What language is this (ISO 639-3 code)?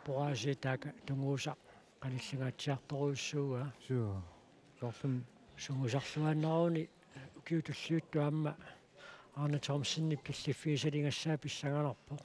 kal